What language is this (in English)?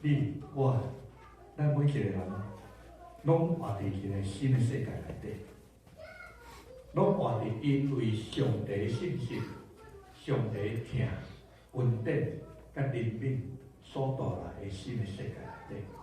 Min Nan Chinese